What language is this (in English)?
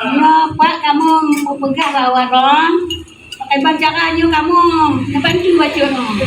Achinese